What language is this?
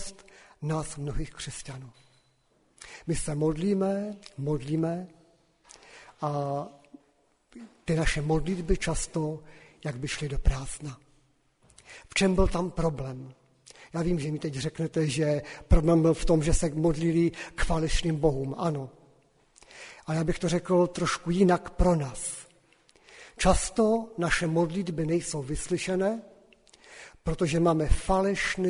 Czech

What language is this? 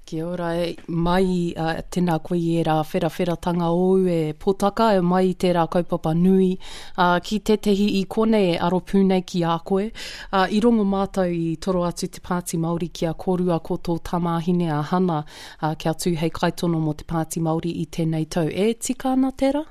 Māori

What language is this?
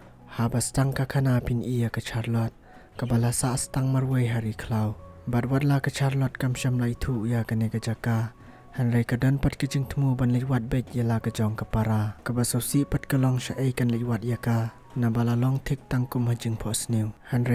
Khasi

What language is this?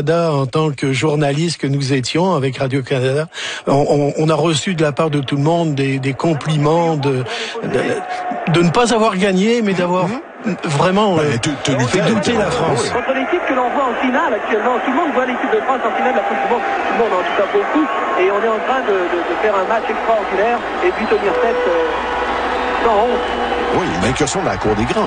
French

